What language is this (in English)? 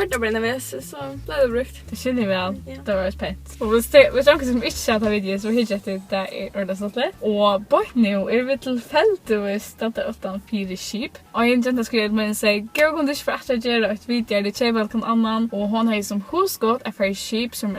Faroese